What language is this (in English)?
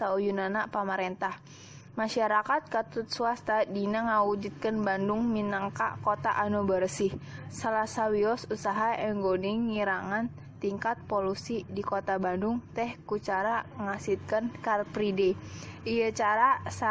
Sundanese